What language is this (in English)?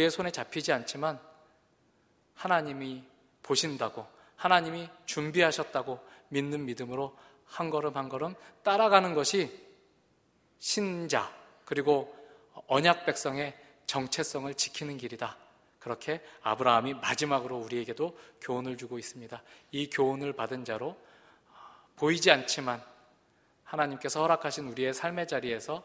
Korean